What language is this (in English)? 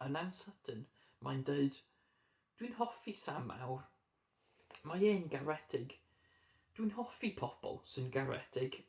Welsh